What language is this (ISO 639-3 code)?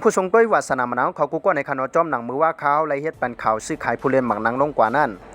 shn